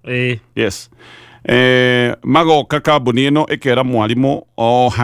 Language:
Kikuyu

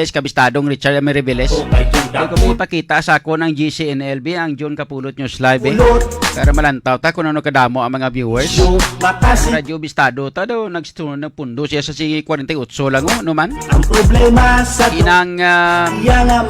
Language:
Hiligaynon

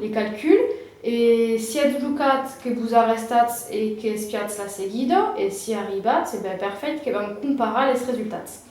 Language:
Occitan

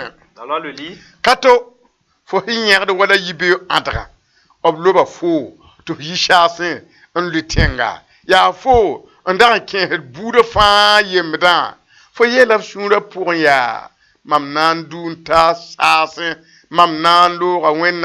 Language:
Mossi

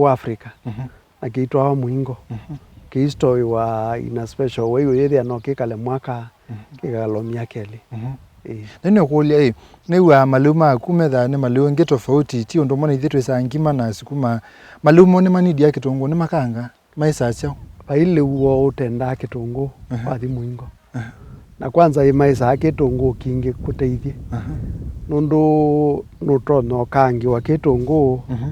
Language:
Kamba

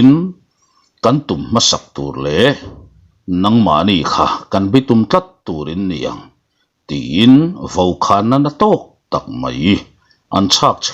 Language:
Mizo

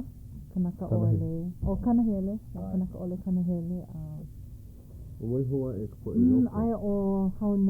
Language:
Hawaiian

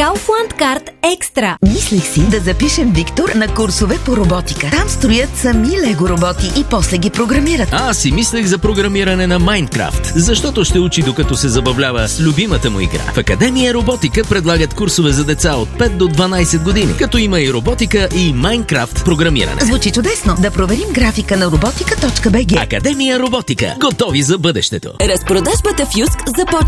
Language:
Bulgarian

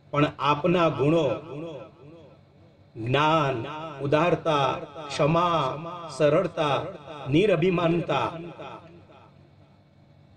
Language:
Gujarati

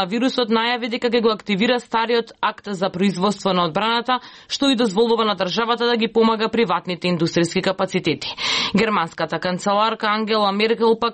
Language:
Macedonian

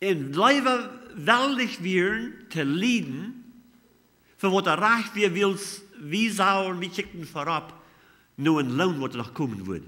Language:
Plautdietsch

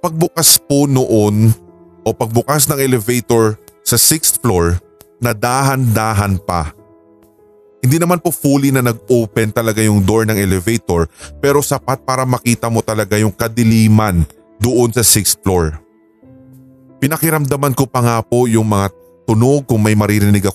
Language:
Filipino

